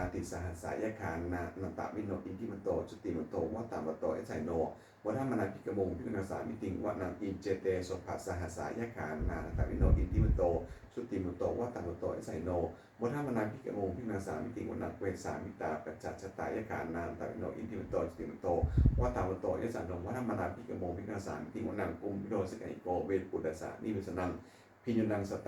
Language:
Pali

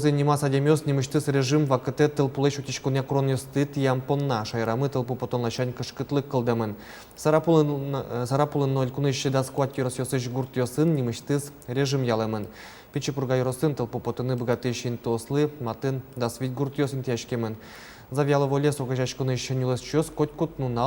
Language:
Udmurt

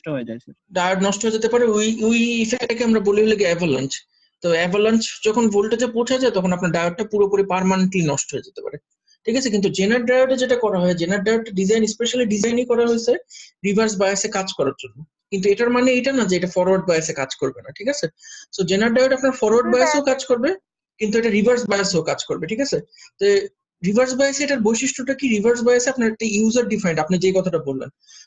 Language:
Bangla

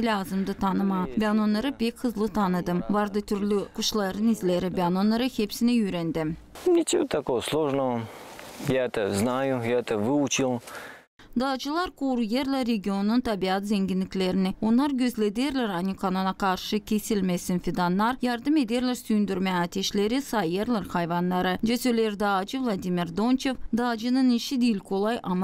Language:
Gagauz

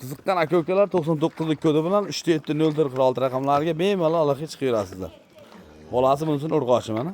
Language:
Uzbek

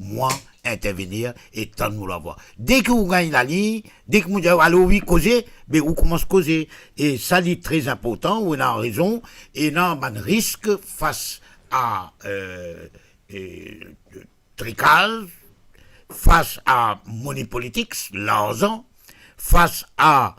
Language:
Morisyen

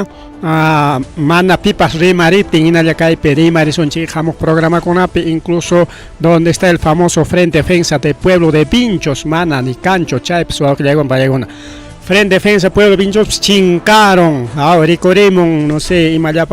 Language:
Ayacucho Quechua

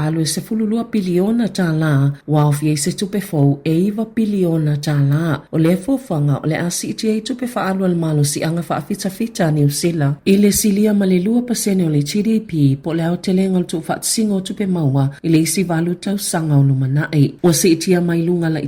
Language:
Samoan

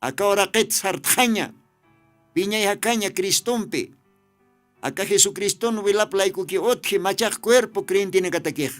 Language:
Aymara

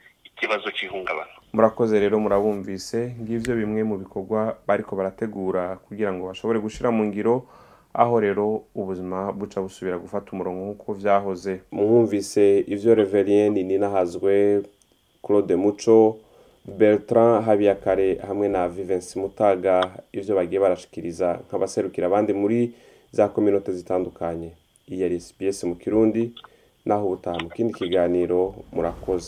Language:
Rundi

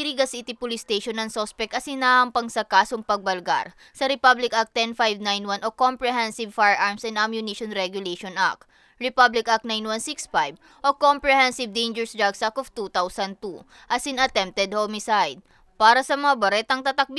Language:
Bikol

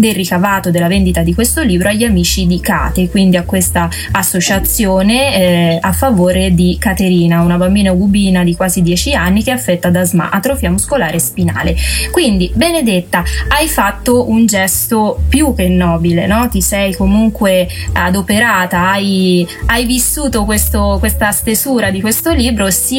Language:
Italian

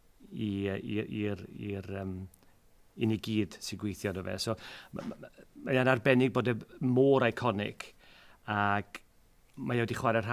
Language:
Welsh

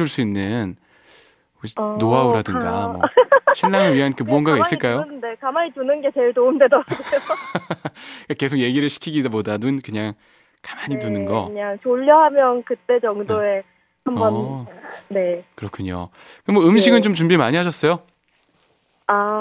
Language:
Korean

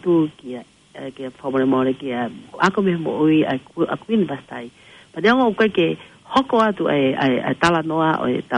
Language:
Tongan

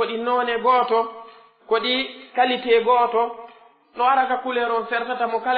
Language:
Pular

